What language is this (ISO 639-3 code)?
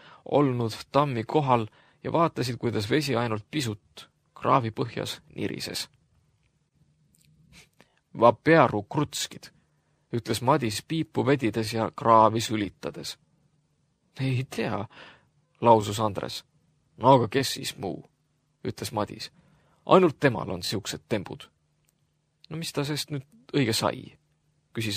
est